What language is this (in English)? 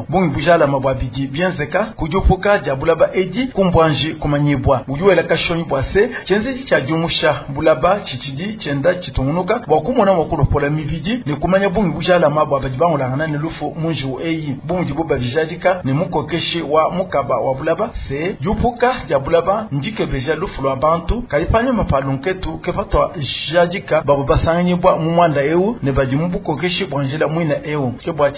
Luba-Lulua